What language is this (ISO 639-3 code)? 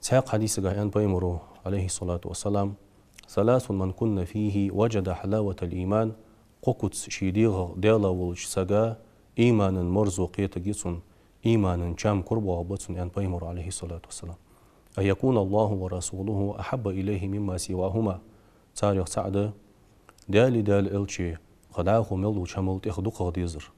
inh